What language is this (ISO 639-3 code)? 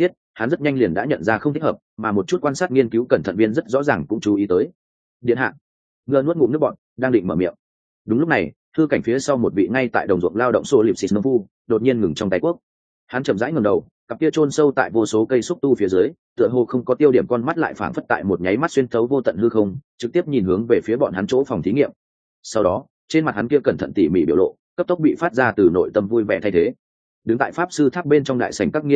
vie